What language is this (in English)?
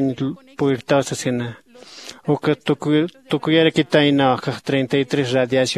Aymara